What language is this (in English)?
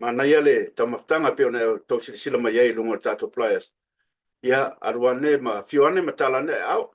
Samoan